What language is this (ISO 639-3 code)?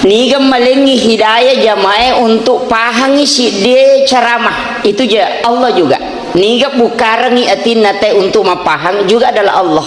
bug